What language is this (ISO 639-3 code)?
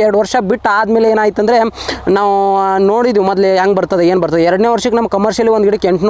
kan